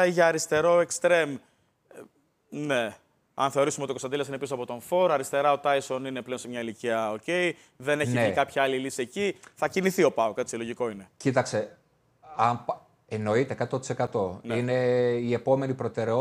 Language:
Greek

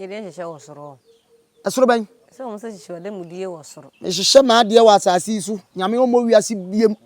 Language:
Akan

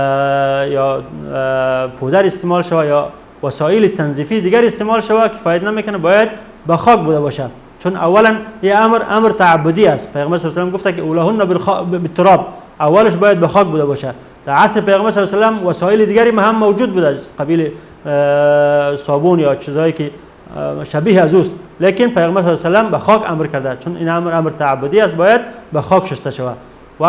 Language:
Persian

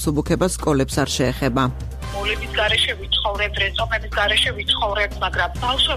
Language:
Georgian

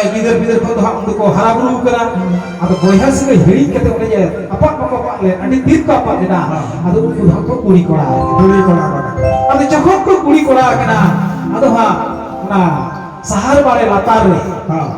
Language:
Santali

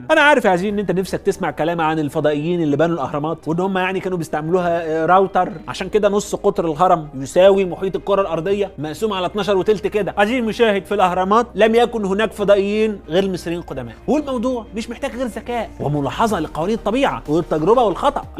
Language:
Egyptian Arabic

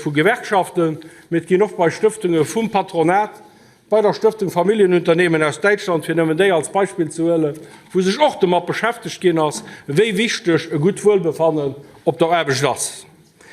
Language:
Luxembourgish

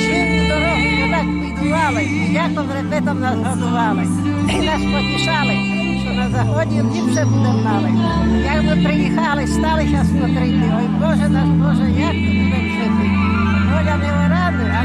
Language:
Rusyn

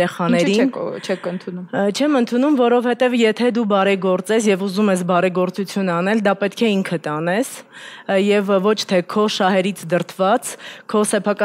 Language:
Armenian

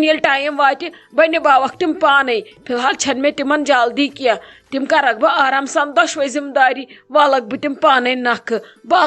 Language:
Kashmiri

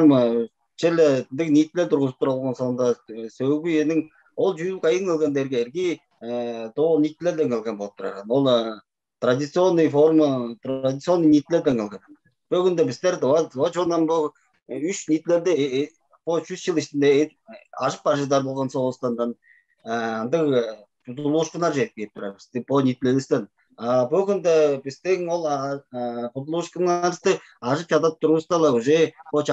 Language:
Tuvinian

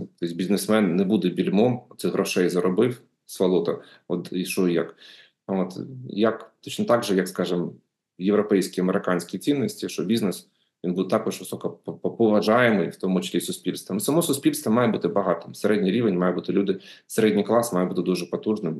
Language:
Ukrainian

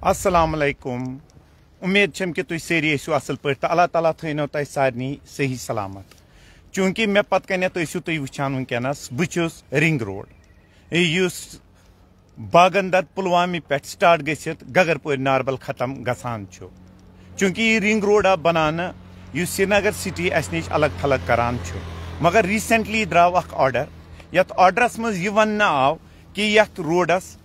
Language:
Kashmiri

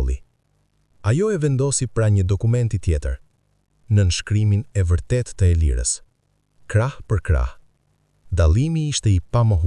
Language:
Albanian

